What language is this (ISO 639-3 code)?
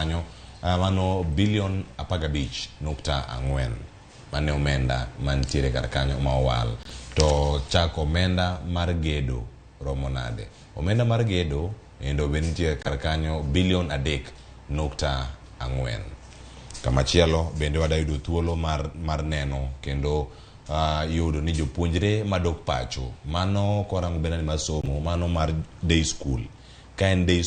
luo